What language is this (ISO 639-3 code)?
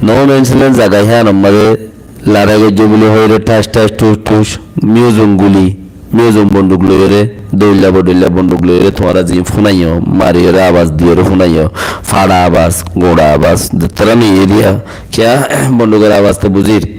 rhg